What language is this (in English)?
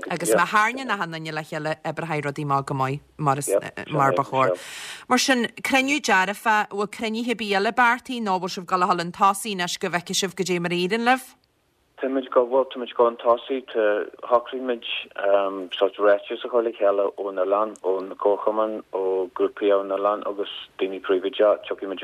Irish